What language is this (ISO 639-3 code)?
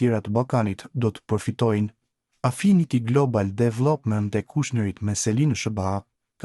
sqi